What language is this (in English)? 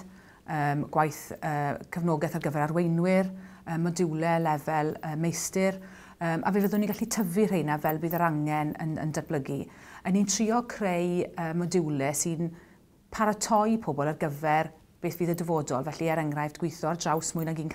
Welsh